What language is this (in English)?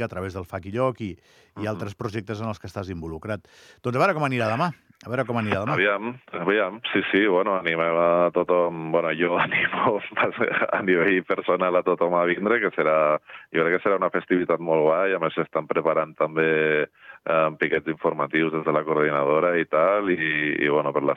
Catalan